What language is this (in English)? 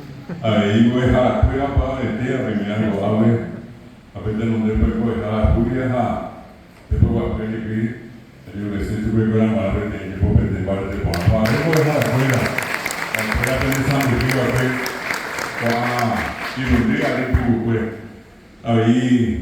Guarani